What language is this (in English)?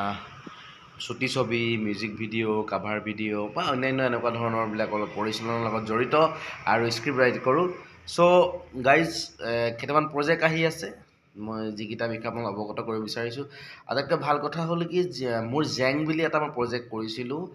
Assamese